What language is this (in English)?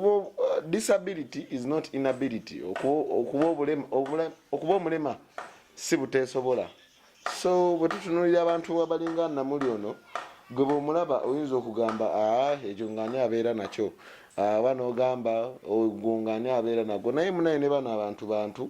Ganda